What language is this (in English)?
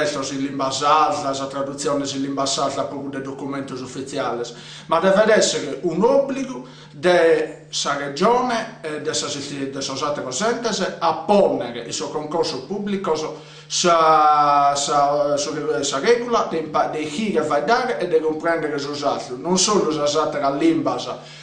Sardinian